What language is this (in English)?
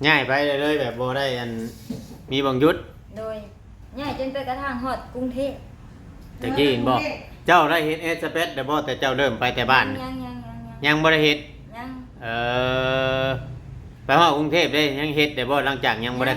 Northeastern Thai